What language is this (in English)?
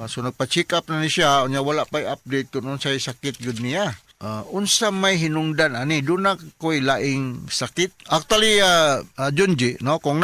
Cebuano